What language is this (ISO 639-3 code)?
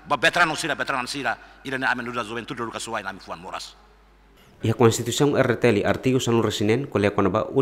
tet